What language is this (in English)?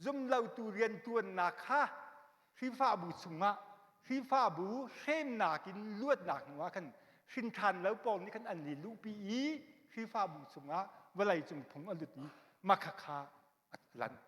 Hakha Chin